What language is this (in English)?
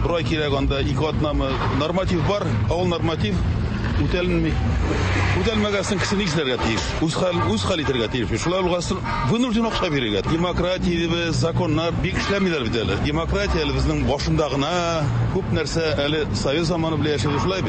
Tatar